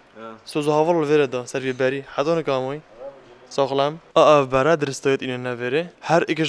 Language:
Kurdish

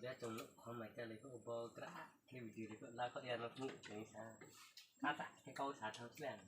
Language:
Riang (India)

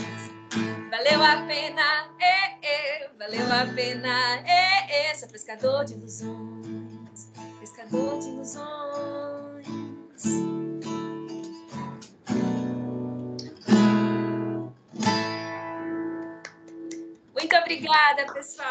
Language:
Portuguese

